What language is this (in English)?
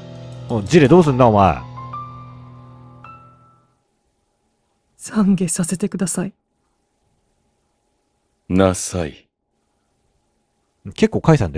Japanese